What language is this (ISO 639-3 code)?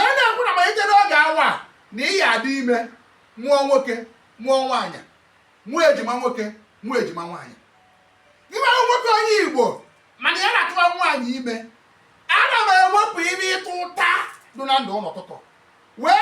ibo